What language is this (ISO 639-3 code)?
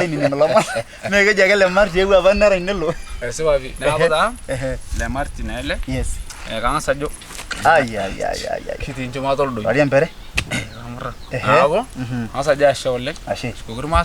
mas